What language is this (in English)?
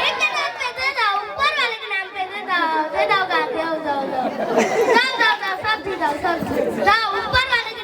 Chhattisgarhi